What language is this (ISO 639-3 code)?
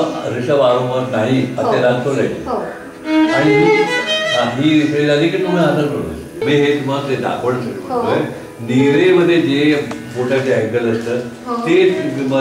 mar